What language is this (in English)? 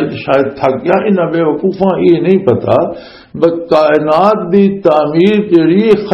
Western Panjabi